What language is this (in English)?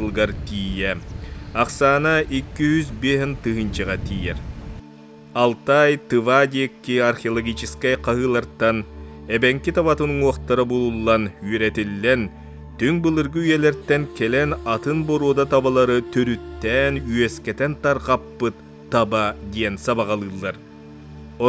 Yakut